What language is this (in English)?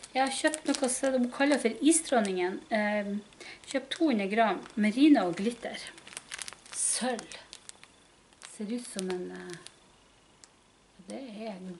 Norwegian